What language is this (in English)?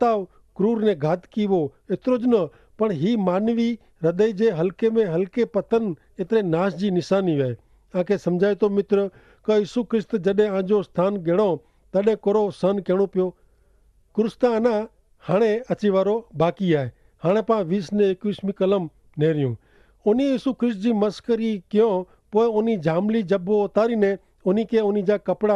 Kachhi